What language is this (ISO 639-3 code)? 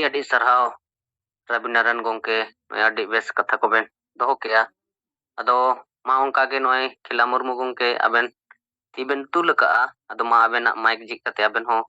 sat